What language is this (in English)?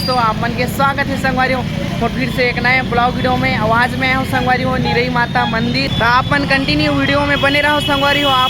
Chhattisgarhi